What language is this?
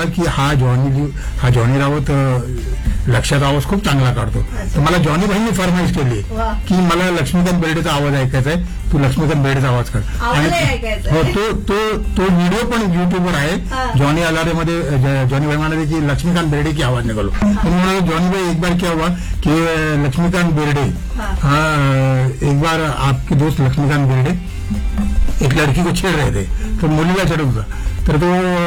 Marathi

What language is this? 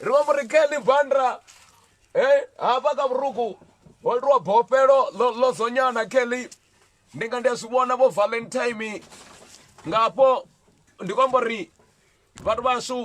Venda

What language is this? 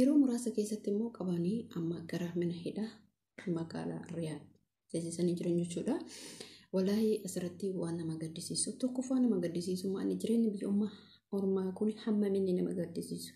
Oromo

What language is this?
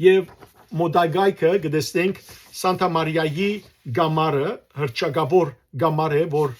Western Armenian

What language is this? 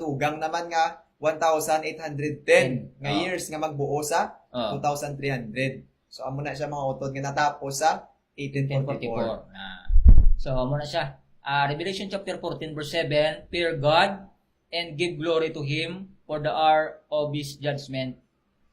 Hiligaynon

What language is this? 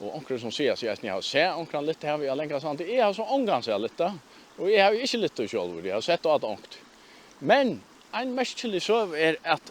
Faroese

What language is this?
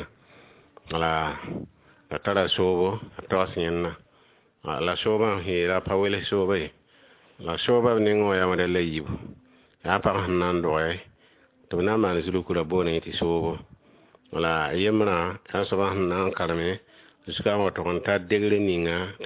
Mossi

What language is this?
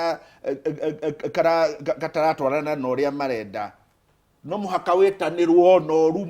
Kikuyu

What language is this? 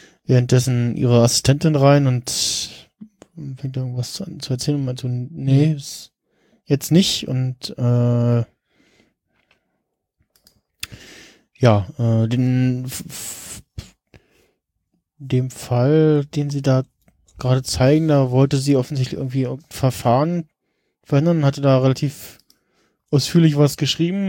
German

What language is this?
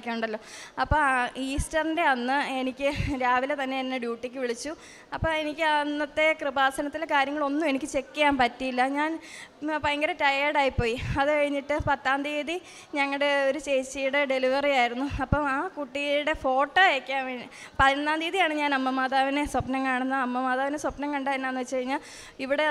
Malayalam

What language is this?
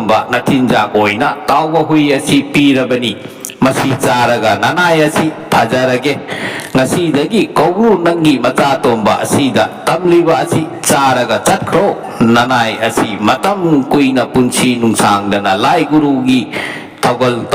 Manipuri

